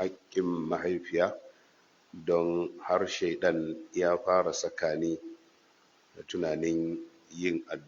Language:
Hausa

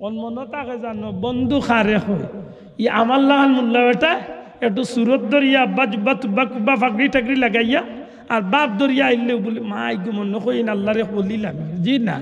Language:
Sylheti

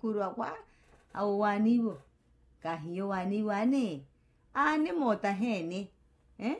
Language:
Makhuwa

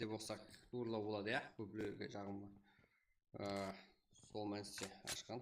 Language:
Kara-Kalpak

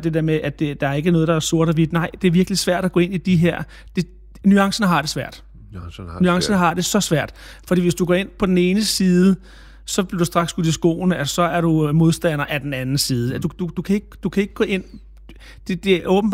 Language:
Danish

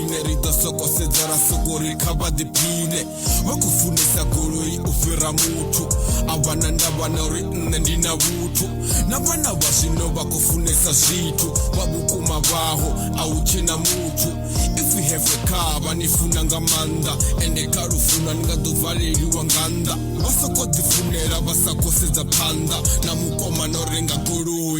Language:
Venda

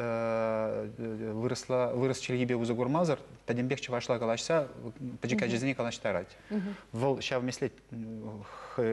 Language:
Chuvash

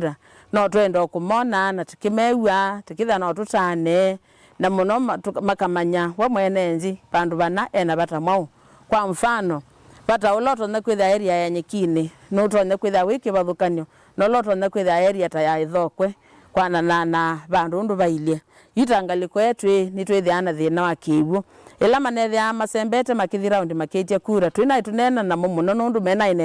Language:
Kamba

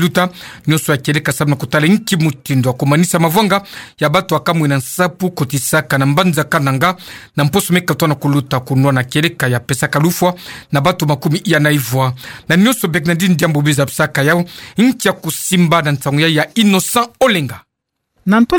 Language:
Kituba (Democratic Republic of Congo)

